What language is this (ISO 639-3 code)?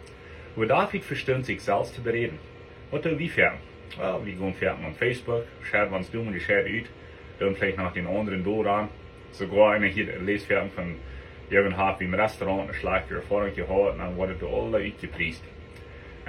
pdt